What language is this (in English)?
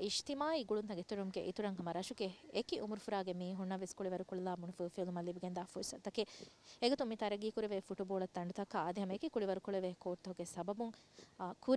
Divehi